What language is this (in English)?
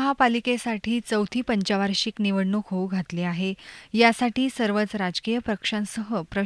Marathi